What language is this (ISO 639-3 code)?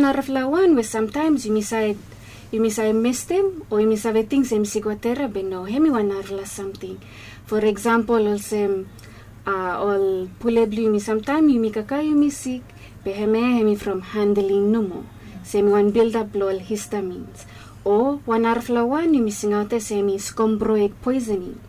bis